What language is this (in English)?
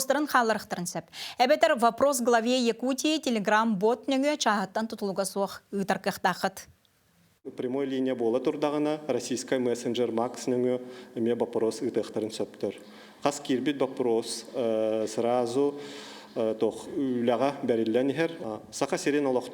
Yakut